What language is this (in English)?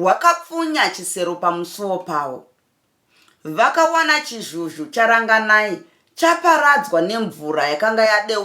Shona